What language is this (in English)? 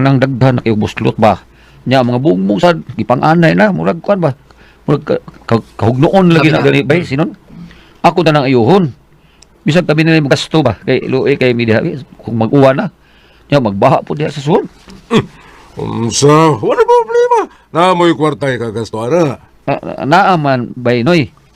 Cebuano